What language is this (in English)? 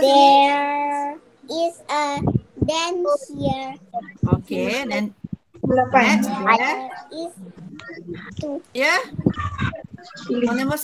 Malay